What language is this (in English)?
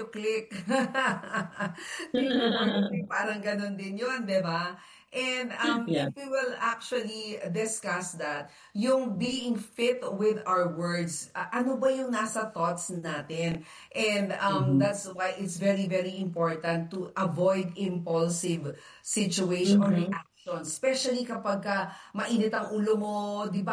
Filipino